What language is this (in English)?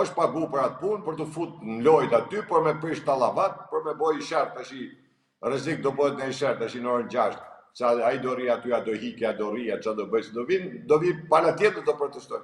Albanian